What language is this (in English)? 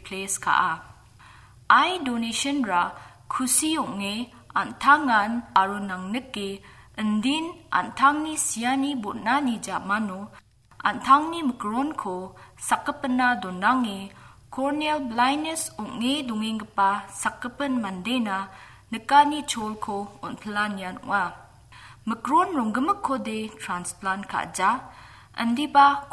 Garo